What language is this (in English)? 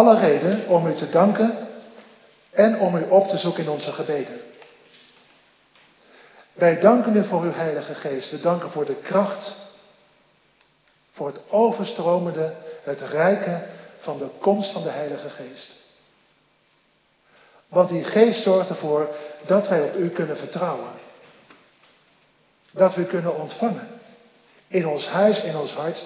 Dutch